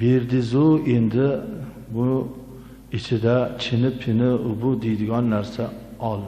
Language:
Uzbek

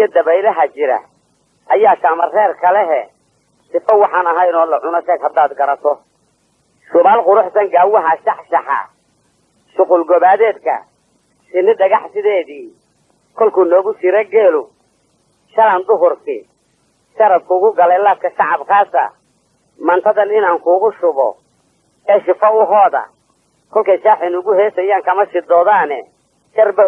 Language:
Somali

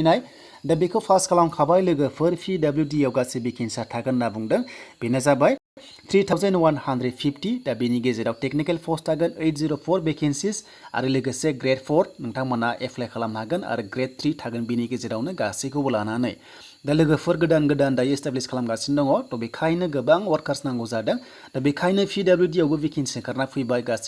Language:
Bodo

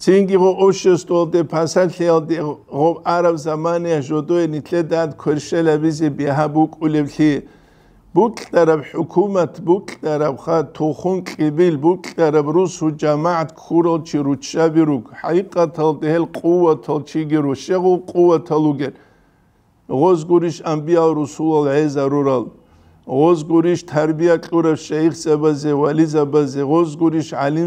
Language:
Avaric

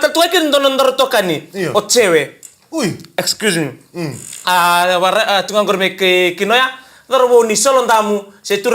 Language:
Fijian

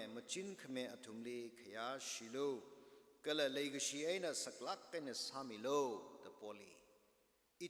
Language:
Tangkhul Naga (India)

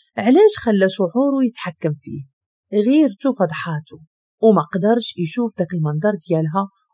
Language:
Moroccan Arabic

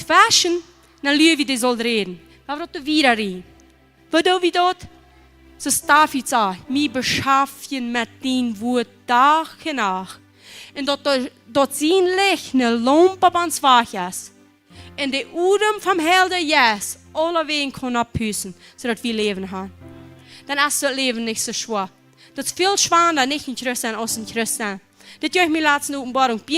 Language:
Plautdietsch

